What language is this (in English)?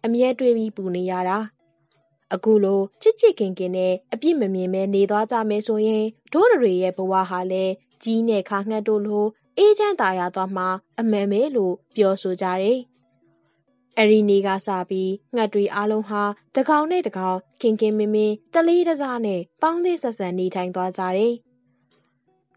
Burmese